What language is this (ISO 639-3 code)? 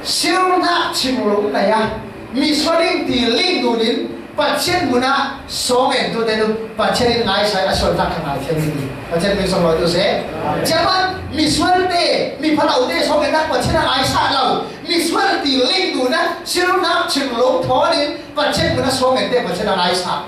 cfm